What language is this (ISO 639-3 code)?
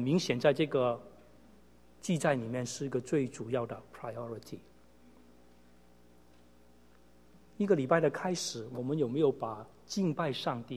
zho